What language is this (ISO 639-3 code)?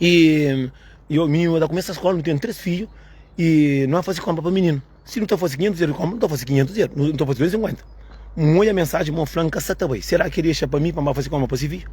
kea